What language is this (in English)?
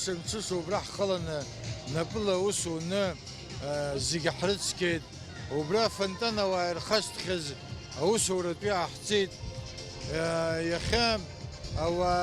Abkhazian